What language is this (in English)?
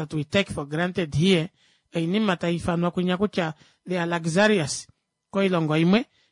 Kuanyama